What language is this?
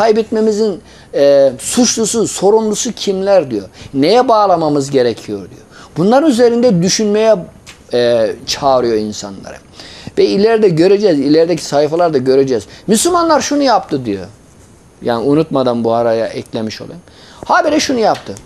Turkish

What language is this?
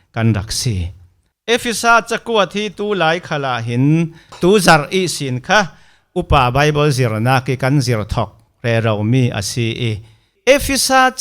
Falam Chin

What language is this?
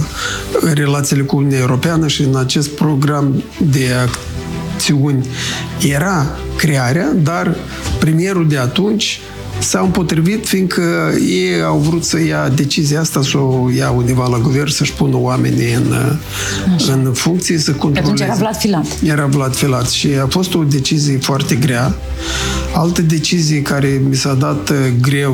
Romanian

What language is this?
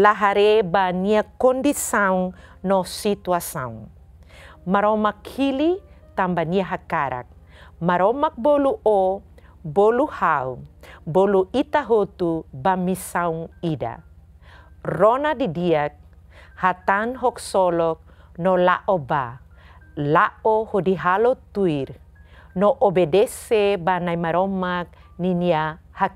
Tetum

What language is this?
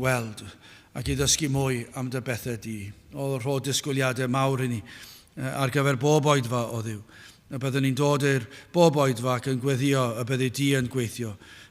Welsh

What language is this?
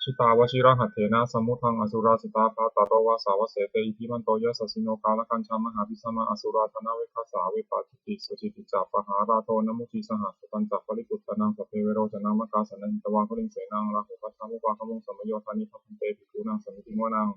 Pali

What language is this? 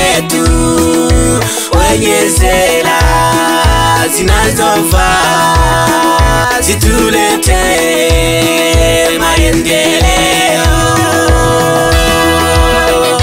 Swahili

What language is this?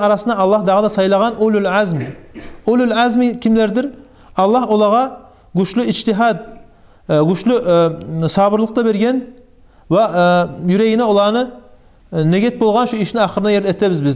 Kumyk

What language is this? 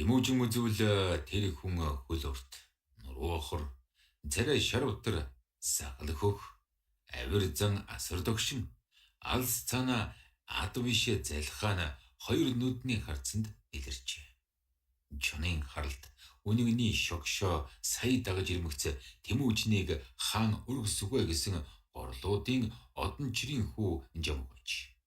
Mongolian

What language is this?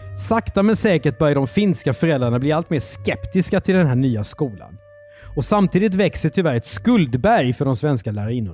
Swedish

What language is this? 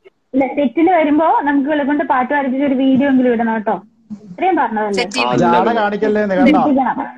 Malayalam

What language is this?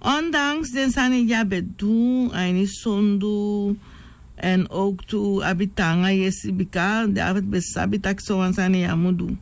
Sranan Tongo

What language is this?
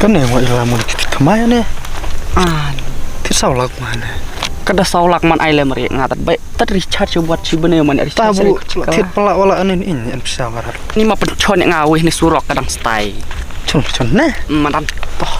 Khasi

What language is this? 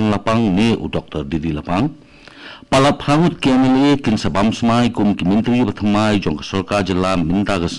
Khasi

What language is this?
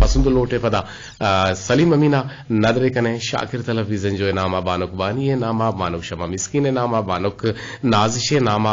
Eastern Balochi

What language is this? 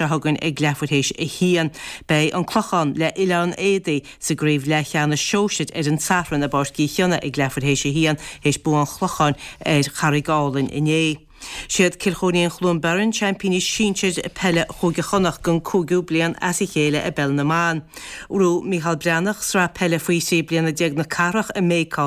Irish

